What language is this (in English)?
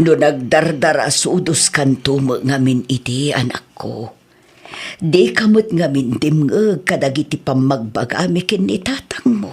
Iloko